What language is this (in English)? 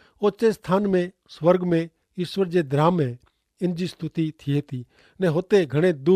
Kachhi